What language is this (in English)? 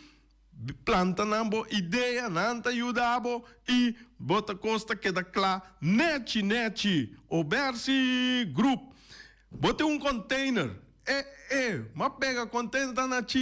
Papiamento